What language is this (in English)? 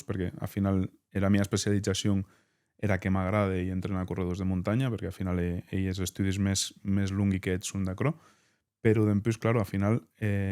Occitan